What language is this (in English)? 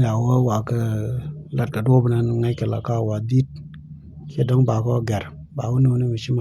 Nuer